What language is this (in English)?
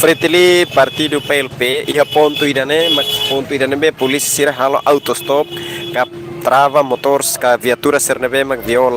Tetum